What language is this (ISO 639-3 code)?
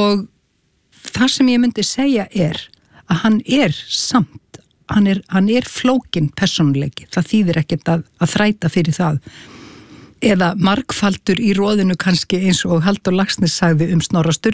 isl